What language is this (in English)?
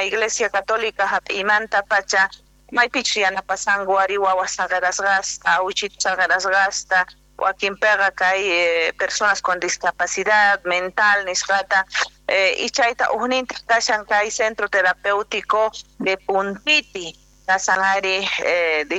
Quechua